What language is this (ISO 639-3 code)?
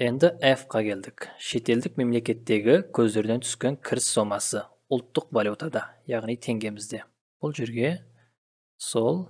kaz